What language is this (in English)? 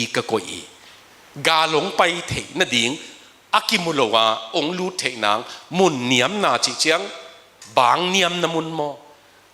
Tedim Chin